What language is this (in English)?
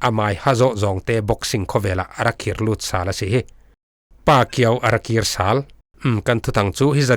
Falam Chin